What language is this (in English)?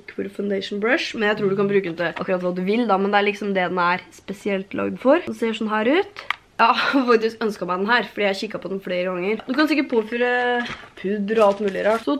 Norwegian